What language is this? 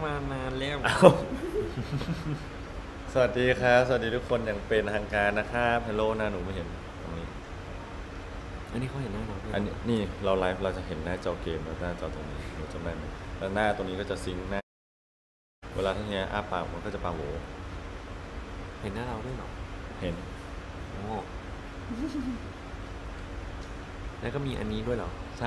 Thai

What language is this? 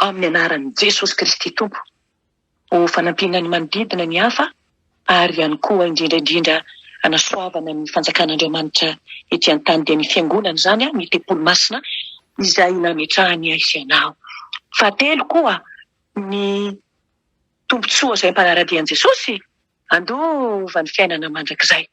Malagasy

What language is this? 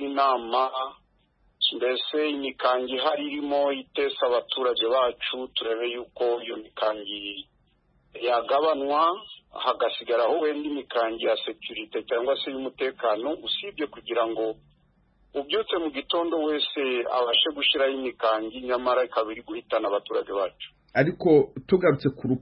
Kinyarwanda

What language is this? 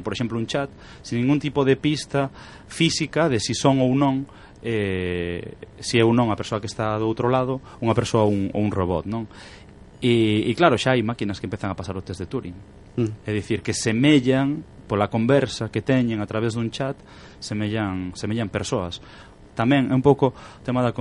Galician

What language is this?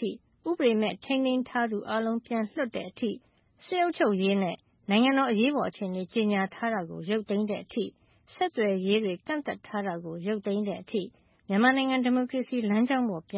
Burmese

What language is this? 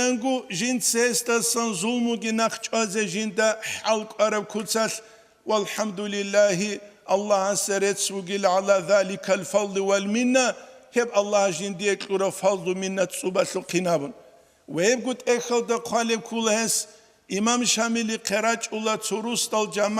Avaric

